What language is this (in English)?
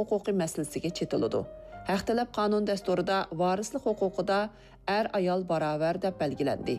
Uyghur